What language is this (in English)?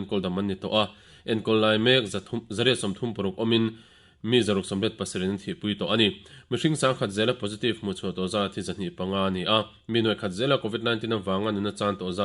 Mizo